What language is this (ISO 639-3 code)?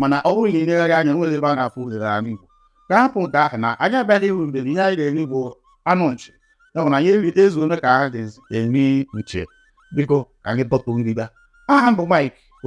ibo